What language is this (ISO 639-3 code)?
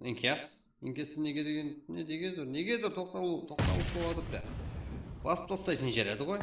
kaa